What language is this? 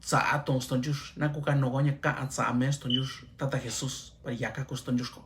Mixtepec Mixtec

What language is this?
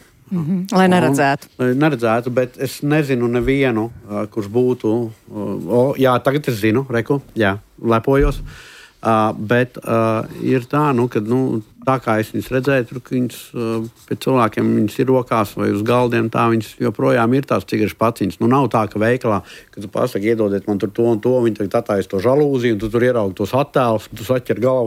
Latvian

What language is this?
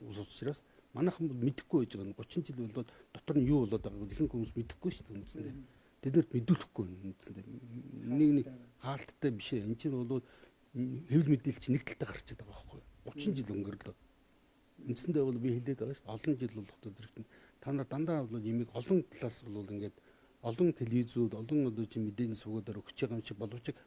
Mongolian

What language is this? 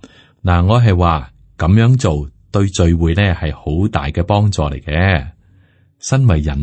Cantonese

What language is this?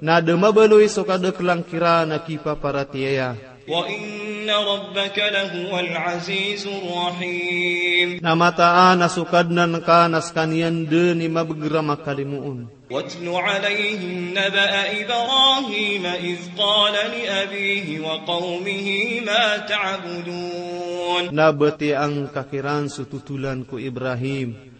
Maranao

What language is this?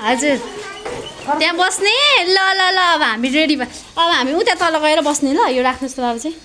Nepali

